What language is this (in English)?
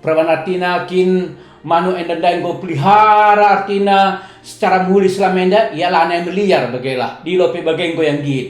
Batak Karo